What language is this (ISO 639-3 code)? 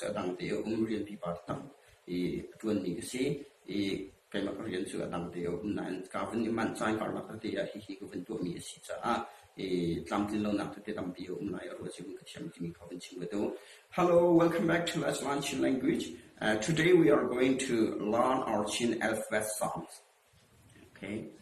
cnh